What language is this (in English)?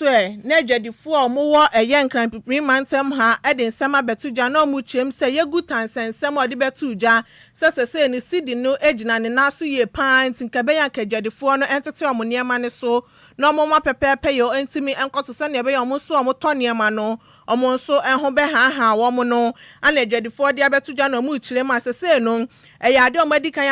Akan